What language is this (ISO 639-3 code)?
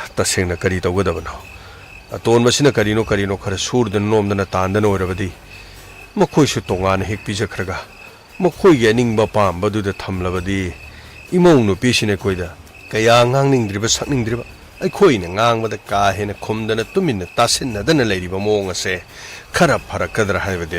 mni